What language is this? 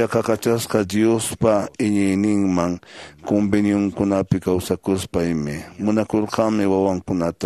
Quechua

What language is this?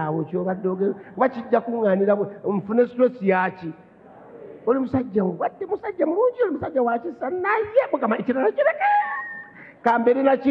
Ganda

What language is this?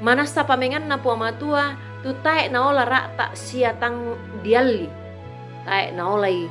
Toraja-Sa'dan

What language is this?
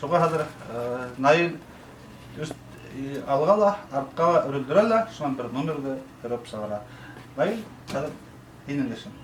Bashkir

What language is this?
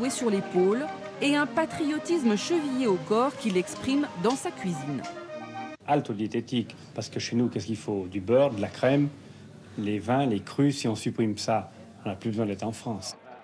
French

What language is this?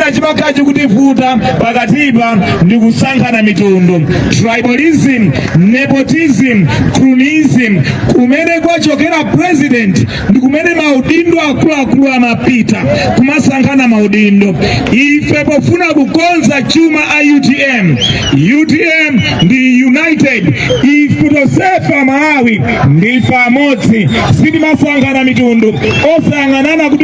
Nyanja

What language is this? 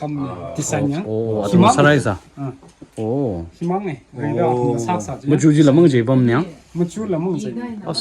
Tangkhul Naga (India)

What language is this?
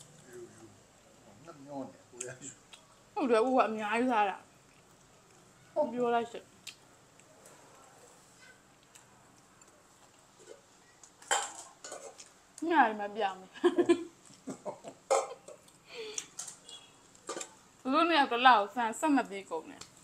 Burmese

